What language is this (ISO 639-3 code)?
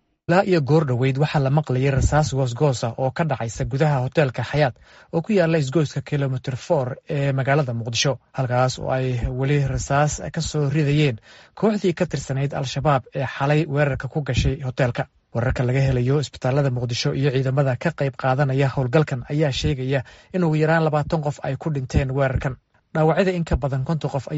som